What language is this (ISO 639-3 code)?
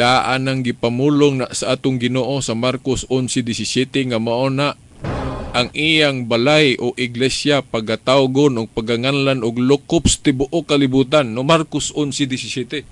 ceb